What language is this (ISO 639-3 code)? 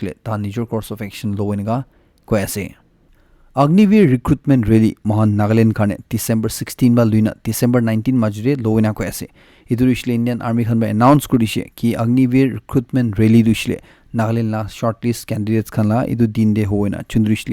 nag